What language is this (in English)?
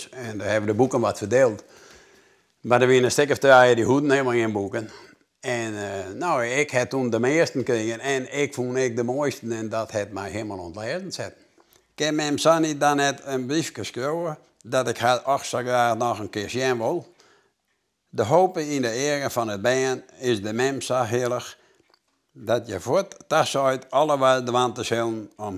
Western Frisian